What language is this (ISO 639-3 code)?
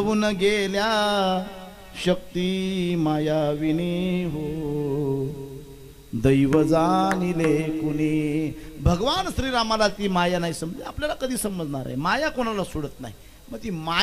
mar